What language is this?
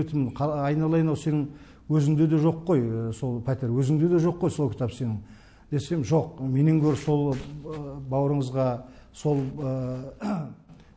Kazakh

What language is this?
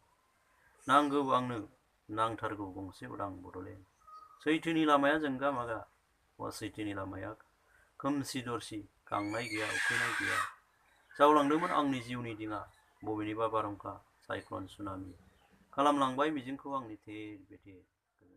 Bodo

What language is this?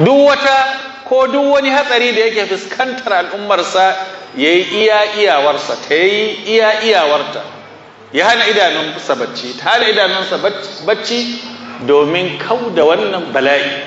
Hausa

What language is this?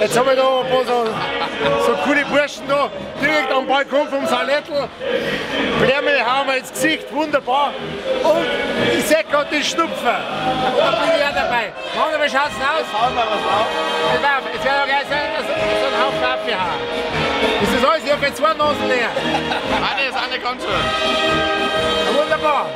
Bavarian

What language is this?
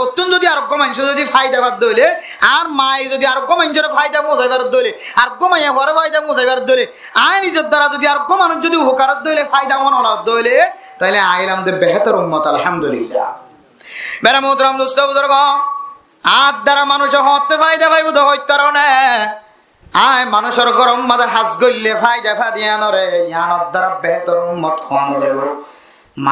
Rohingya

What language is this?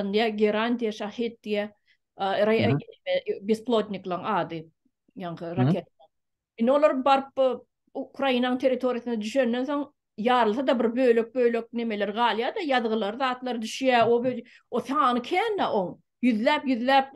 Turkmen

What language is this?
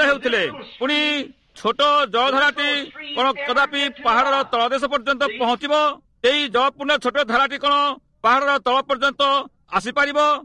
Odia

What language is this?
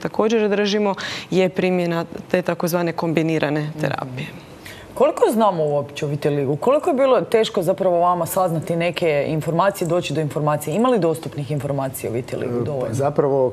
Croatian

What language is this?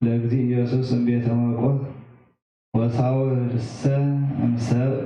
Geez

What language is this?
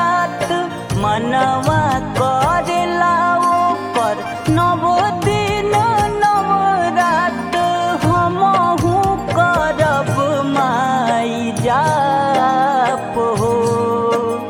Bhojpuri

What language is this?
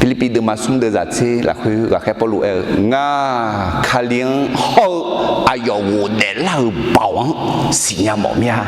Akha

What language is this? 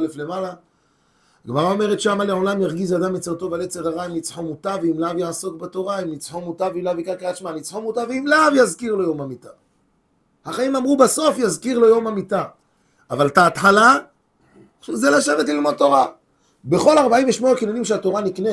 Hebrew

